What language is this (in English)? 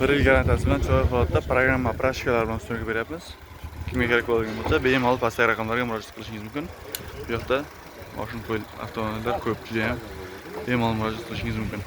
Uzbek